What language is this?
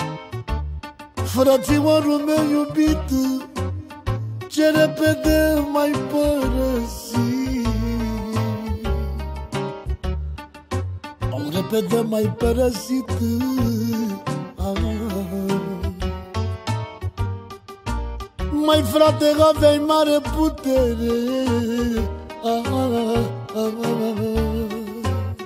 Romanian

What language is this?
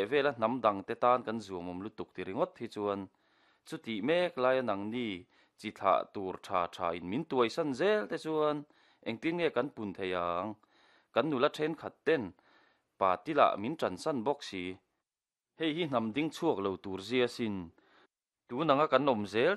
Mizo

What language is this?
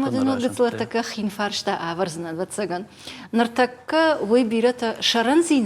Ossetic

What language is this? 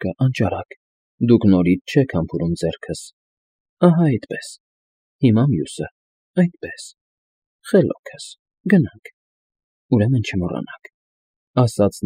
Armenian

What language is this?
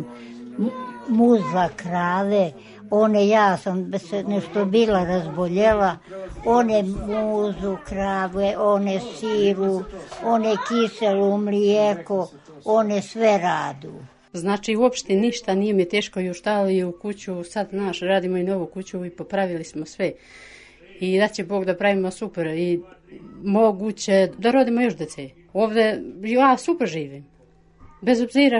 Serbian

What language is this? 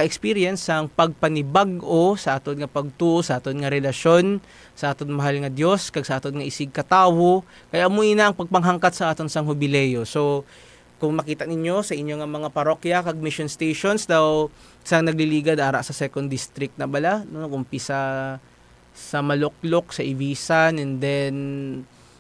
Hiligaynon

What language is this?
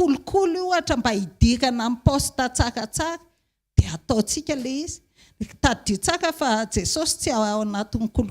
Malagasy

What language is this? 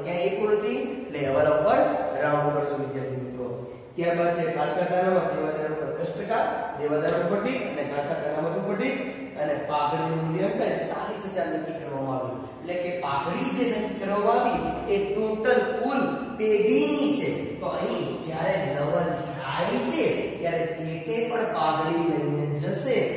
Gujarati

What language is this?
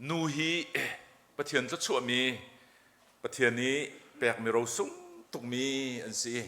Hakha Chin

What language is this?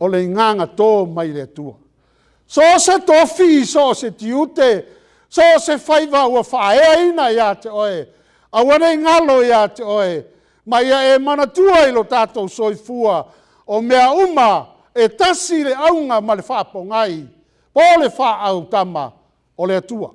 Samoan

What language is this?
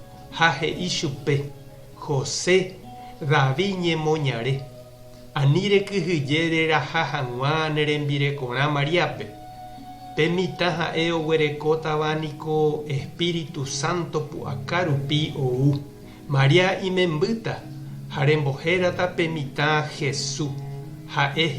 Guarani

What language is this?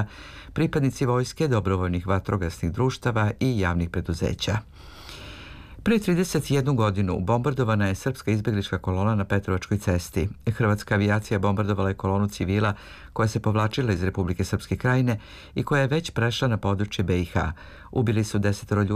Serbian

